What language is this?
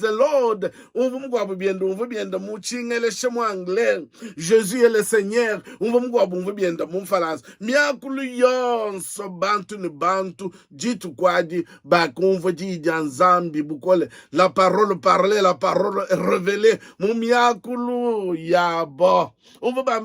Luba-Lulua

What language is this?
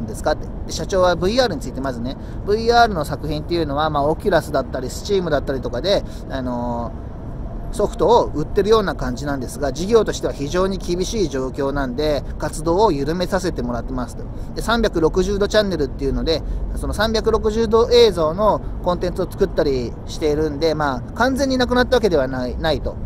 Japanese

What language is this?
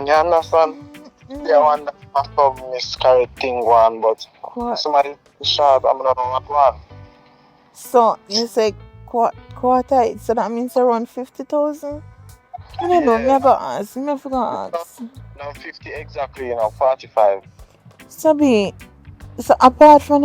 Jamaican Creole English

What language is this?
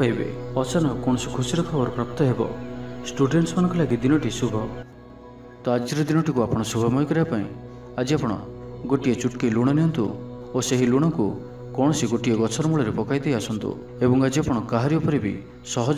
Odia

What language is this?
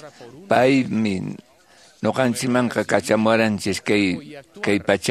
Quechua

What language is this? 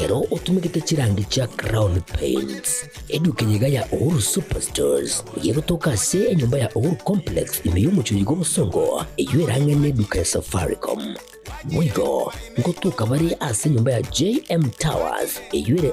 Gusii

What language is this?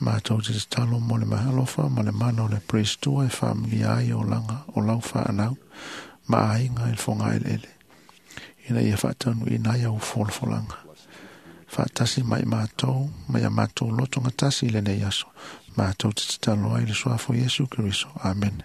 Samoan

